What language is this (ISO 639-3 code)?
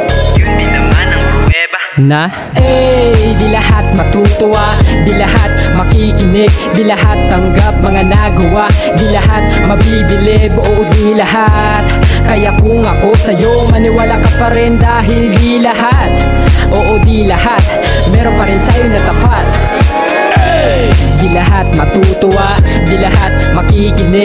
fil